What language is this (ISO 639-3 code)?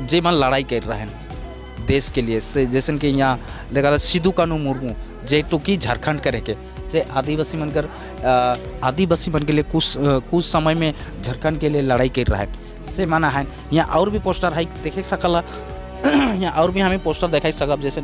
sck